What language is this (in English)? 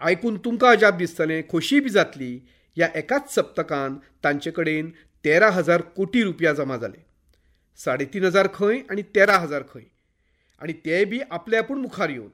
Konkani